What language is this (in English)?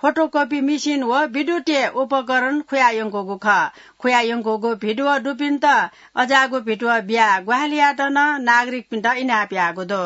Newari